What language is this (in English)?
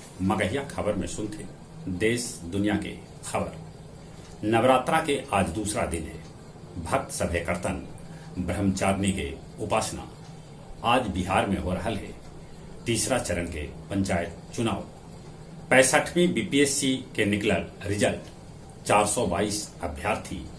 Magahi